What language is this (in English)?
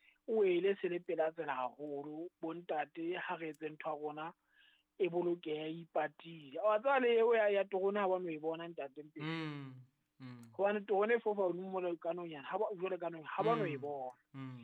Southern Sotho